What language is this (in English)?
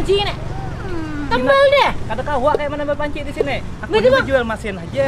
Banjar